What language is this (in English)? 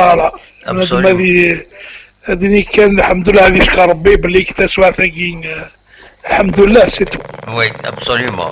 Kabyle